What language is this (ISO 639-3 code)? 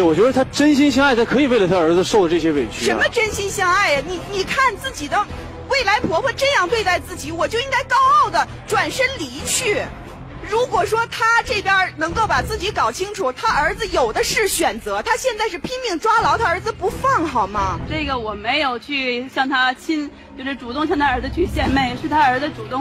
zho